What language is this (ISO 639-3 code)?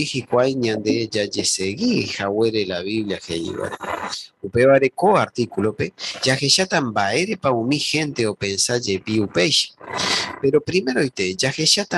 grn